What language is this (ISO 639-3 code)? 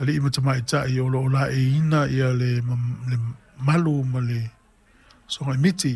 smo